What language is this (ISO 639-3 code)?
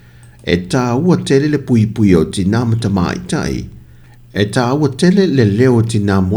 smo